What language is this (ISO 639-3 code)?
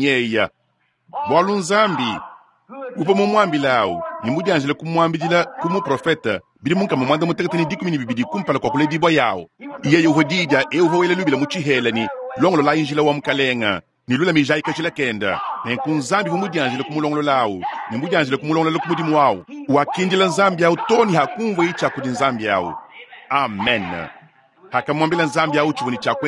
lua